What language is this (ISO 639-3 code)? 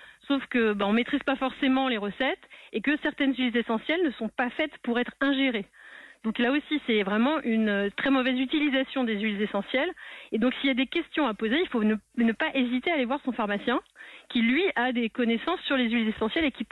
fra